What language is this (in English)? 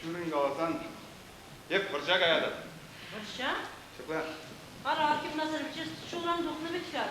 Chuvash